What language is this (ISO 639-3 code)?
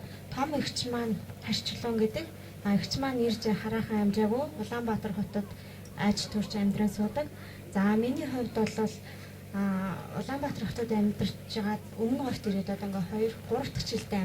mon